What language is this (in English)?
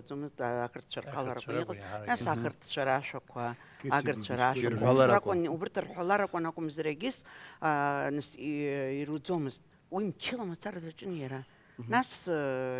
Abkhazian